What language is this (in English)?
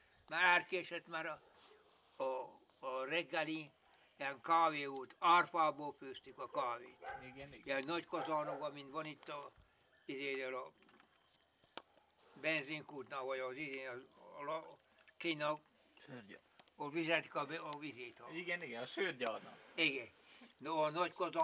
Hungarian